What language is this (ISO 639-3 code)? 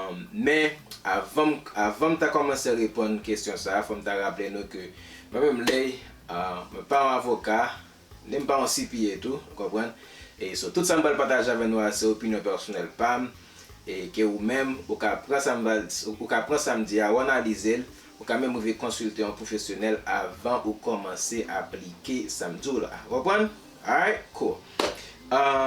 hat